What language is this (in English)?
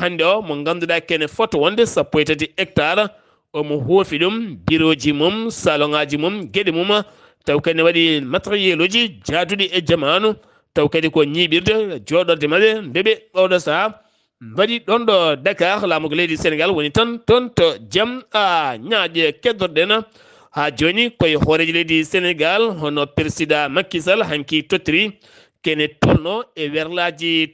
Fula